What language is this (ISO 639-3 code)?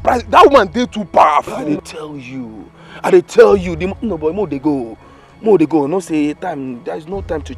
pcm